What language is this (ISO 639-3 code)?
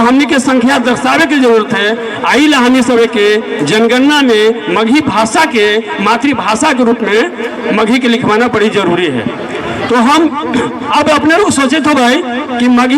mag